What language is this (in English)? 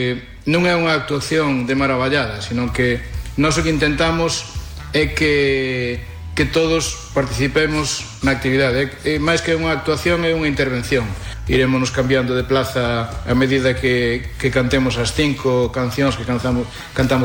Galician